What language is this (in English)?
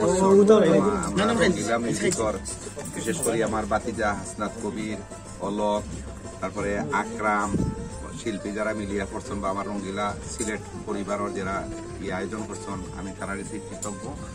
Sylheti